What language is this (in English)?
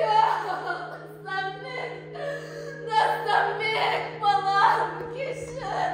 Kara-Kalpak